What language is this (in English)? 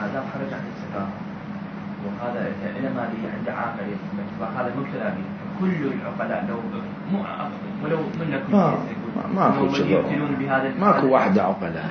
Mesopotamian Arabic